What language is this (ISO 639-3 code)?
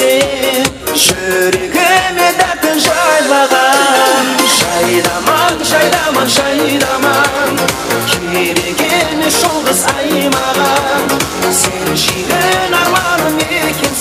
kaa